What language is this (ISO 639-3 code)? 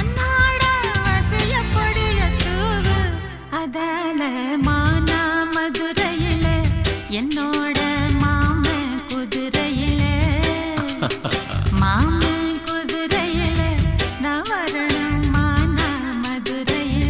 tam